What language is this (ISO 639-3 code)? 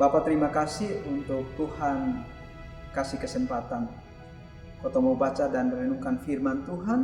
mkn